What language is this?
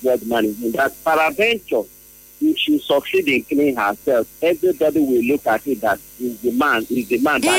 Nigerian Pidgin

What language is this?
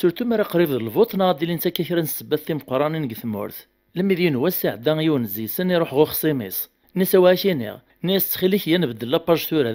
Kabyle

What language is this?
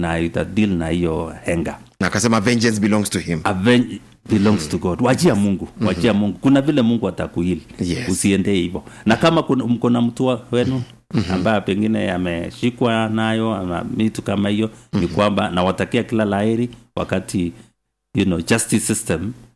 Swahili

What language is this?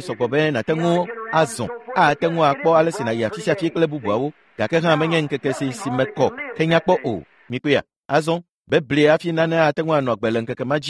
Ewe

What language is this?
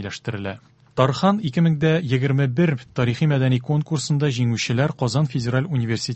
Tatar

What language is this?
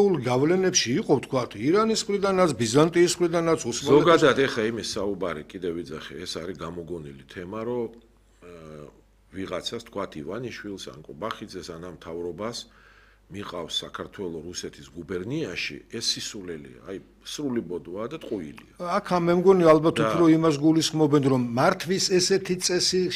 Georgian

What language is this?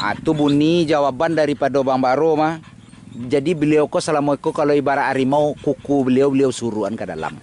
Minangkabau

